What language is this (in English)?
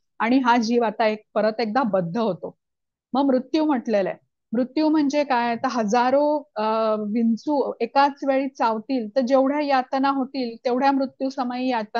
Marathi